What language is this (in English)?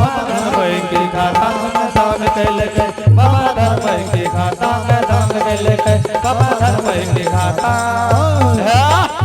Angika